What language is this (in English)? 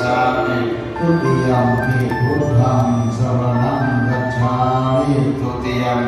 Pali